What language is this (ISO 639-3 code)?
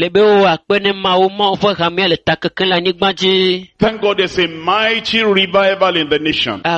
ewe